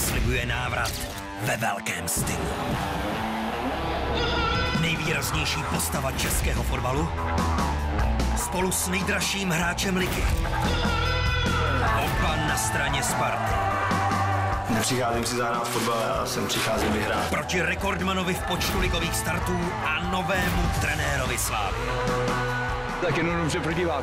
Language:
Czech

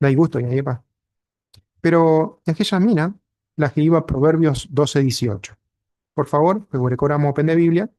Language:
Guarani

